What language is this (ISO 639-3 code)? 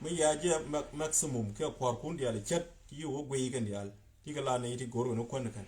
nus